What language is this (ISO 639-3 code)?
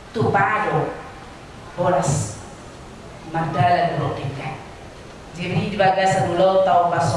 bbc